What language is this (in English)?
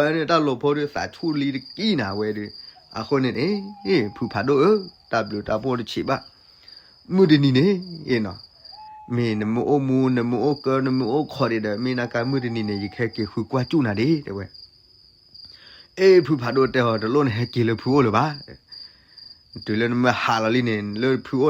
S'gaw Karen